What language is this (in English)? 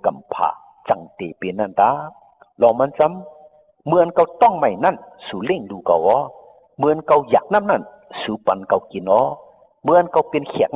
Shan